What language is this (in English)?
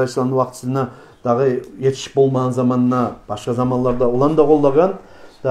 Kumyk